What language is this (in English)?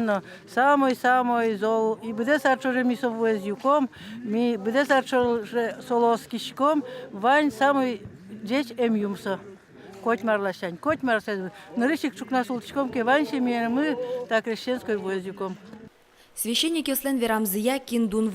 Udmurt